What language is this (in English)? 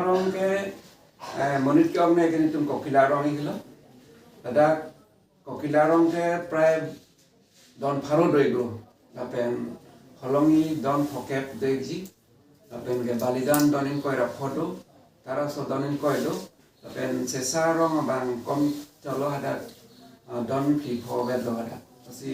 Karbi